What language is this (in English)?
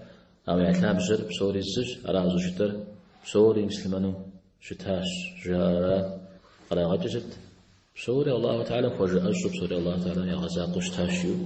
Kabardian